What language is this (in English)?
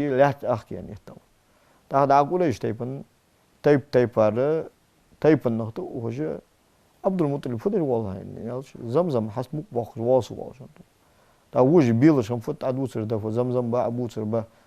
Ingush